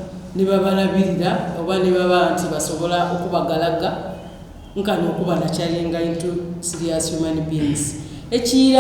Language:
Soga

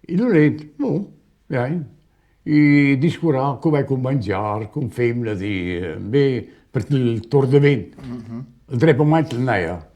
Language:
Romansh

